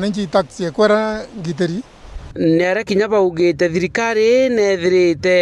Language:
Meru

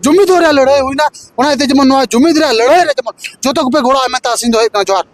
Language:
Santali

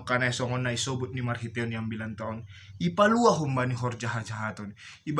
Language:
Batak Simalungun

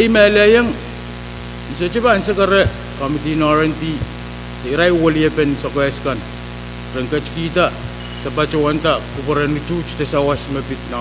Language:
Pohnpeian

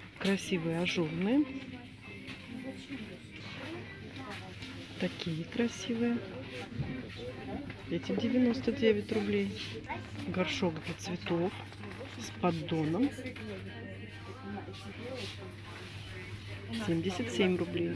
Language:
Russian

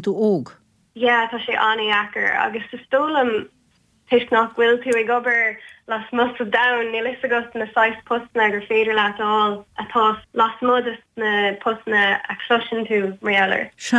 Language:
Irish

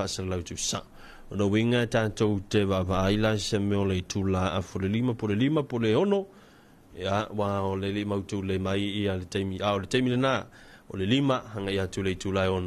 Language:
Samoan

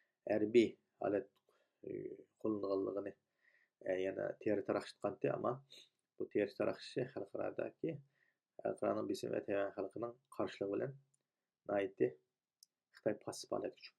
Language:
Uyghur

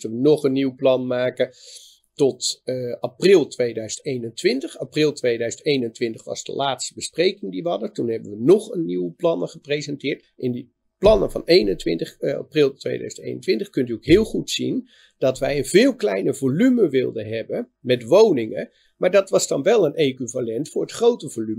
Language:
Dutch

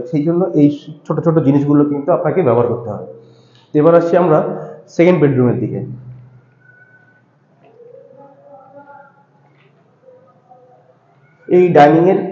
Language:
Bangla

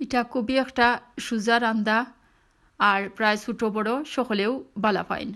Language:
Sylheti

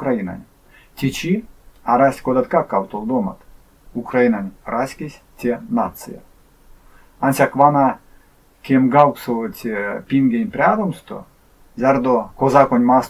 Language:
Erzya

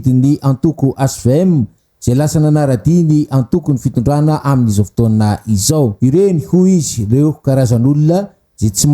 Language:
Malagasy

